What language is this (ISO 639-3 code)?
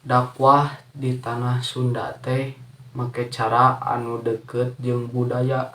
sun